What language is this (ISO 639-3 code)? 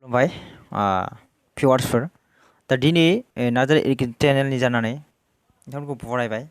brx